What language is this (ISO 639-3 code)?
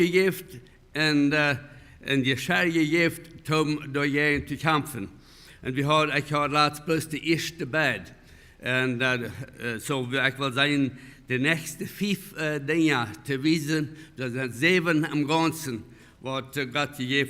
pdt